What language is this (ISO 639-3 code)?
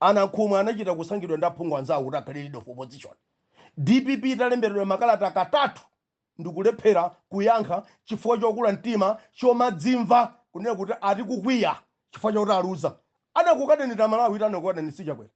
nya